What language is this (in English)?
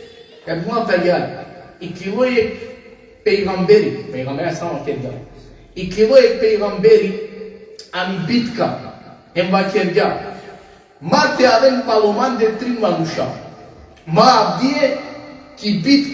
Balkan Romani